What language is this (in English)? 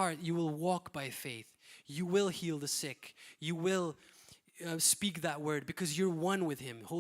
English